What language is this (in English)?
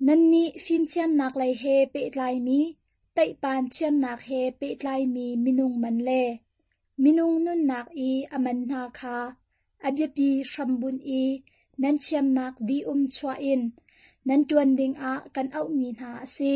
Hakha Chin